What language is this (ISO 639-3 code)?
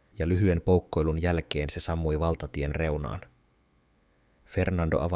fin